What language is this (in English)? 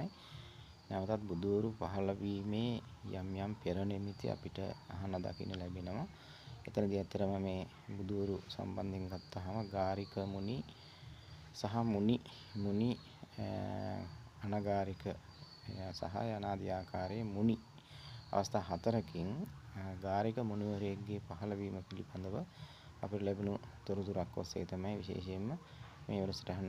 Sinhala